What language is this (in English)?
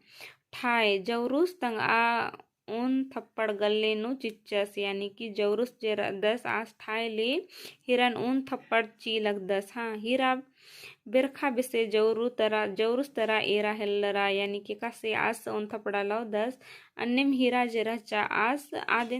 Kurukh